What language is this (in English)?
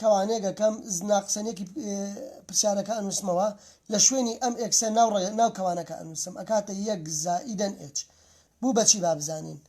Central Kurdish